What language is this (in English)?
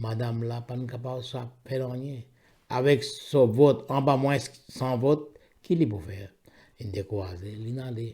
Morisyen